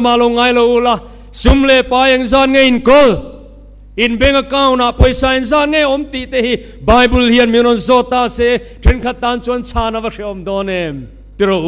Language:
Mizo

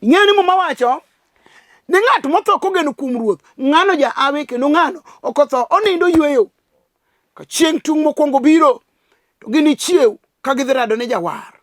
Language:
Luo (Kenya and Tanzania)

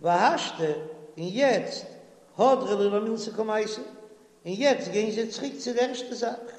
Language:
Yiddish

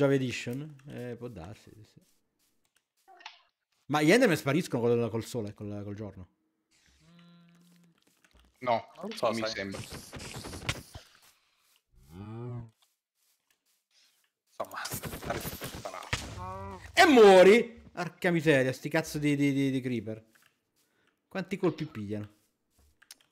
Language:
Italian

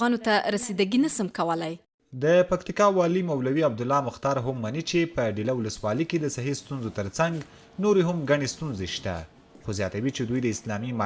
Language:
Pashto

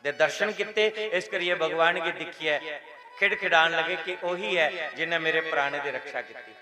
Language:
Dogri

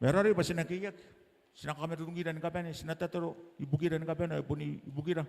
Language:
Gilbertese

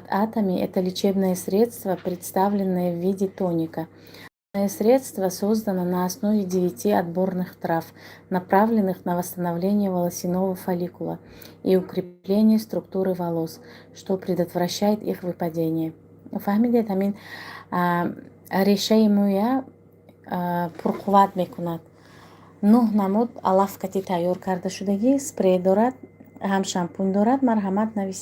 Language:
Tajik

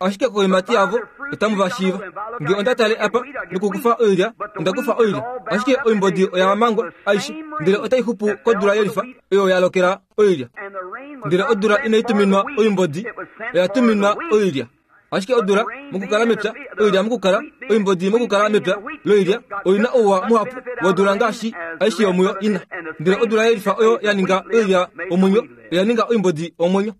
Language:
Kuanyama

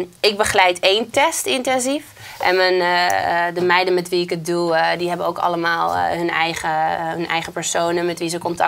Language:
Dutch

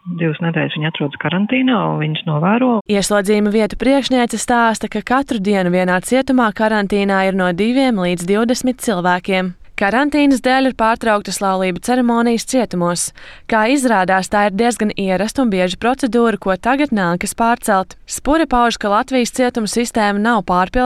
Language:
Latvian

